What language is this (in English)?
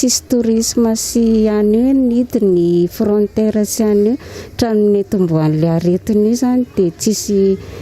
Malagasy